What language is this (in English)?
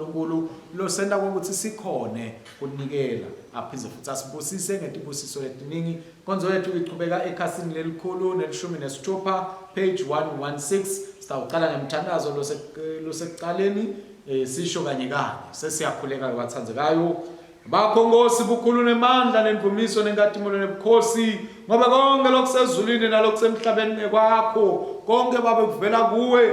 Swati